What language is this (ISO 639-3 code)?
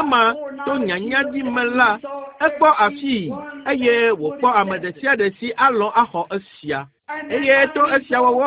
ewe